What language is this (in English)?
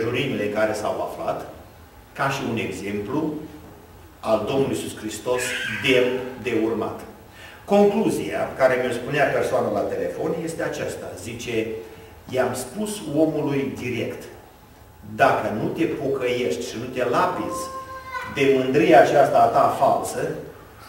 Romanian